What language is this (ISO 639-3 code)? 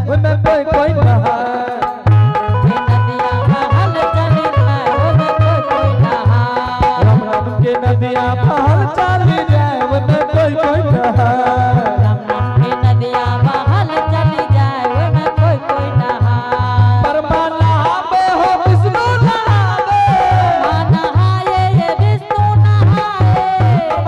anp